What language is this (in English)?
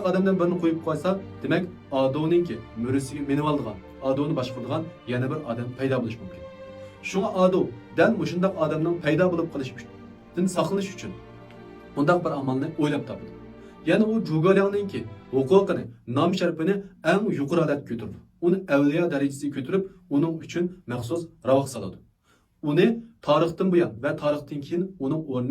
Uyghur